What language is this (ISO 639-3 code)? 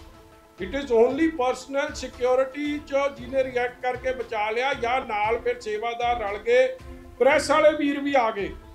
pan